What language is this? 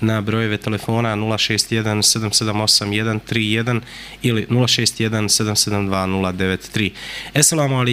Bosnian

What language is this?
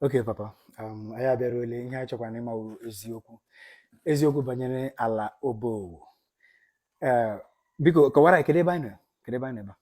Igbo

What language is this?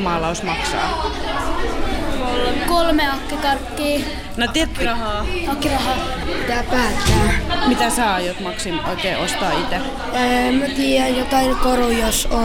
Finnish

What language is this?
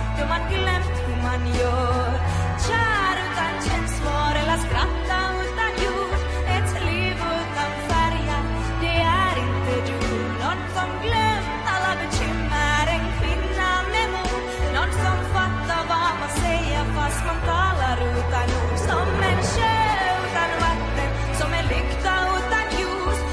Swedish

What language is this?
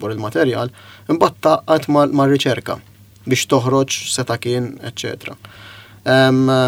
Maltese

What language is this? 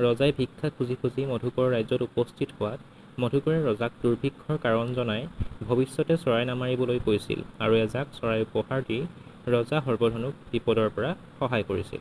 Assamese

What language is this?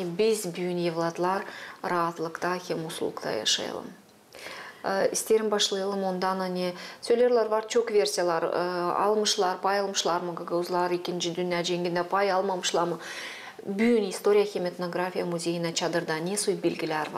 Gagauz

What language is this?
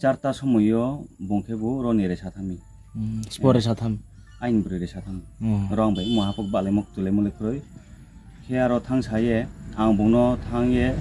Riang (India)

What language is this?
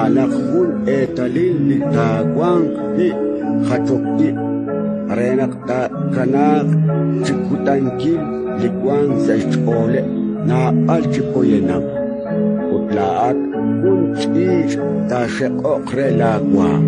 Kekchí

